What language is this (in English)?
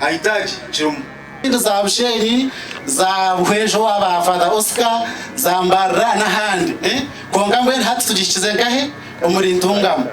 Nyankole